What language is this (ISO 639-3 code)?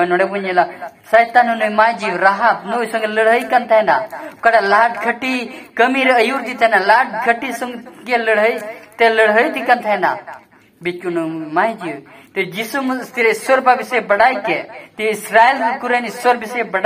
sat